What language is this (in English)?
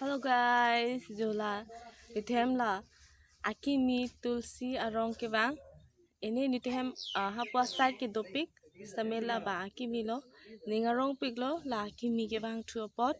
Karbi